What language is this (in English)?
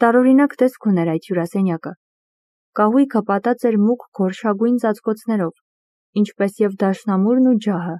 Armenian